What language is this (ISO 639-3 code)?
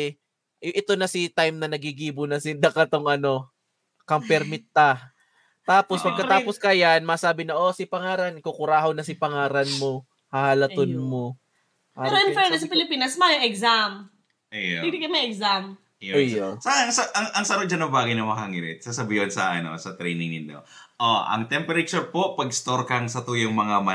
bik